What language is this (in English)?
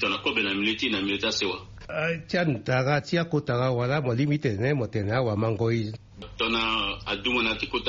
Sango